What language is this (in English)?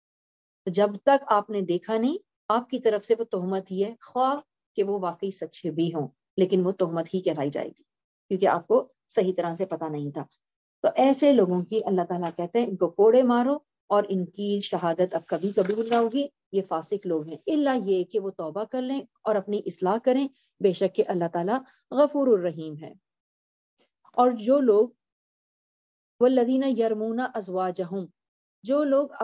Urdu